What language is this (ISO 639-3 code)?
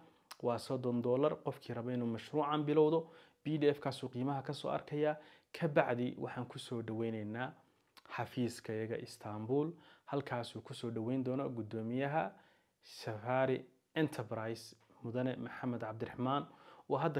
som